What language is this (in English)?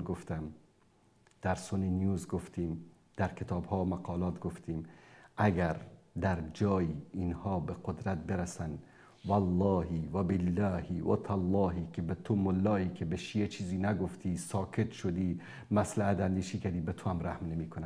Persian